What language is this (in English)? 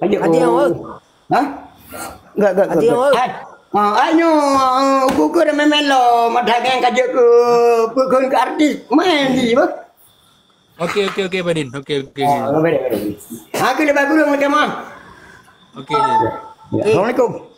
Achinese